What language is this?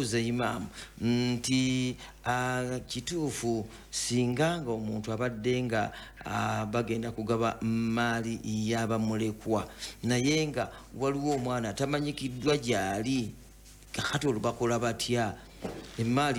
Ganda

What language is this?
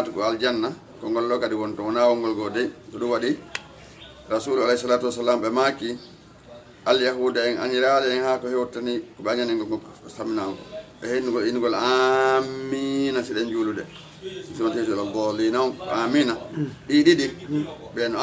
Fula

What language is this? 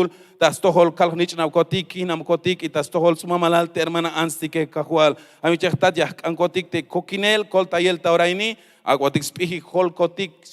Tzeltal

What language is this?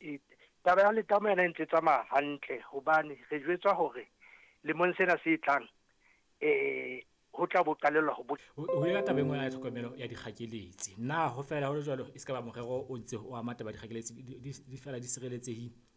Southern Sotho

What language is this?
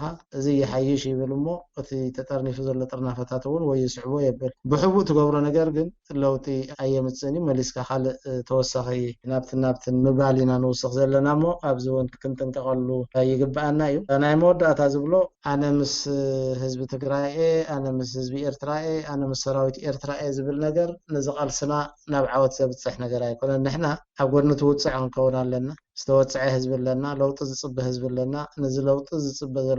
Tigrinya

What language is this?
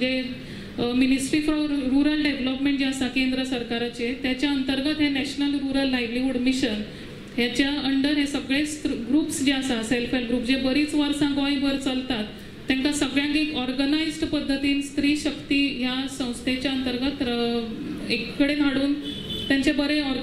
Konkani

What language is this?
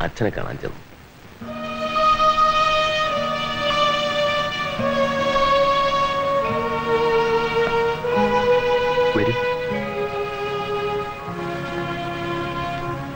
Malayalam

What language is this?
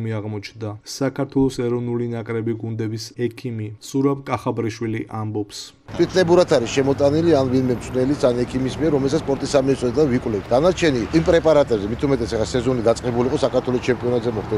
Georgian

